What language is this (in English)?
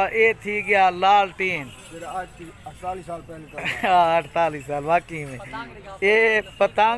Saraiki